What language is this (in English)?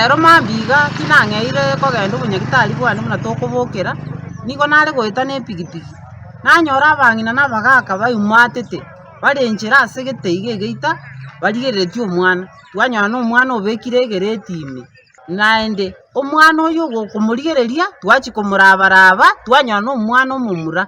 Gusii